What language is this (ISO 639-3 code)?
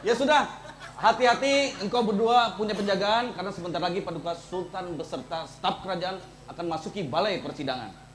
bjn